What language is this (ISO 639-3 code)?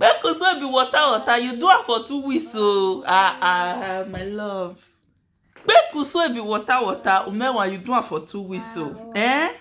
pcm